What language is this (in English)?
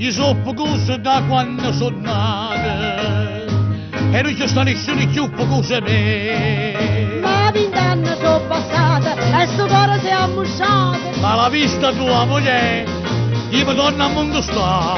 Neapolitan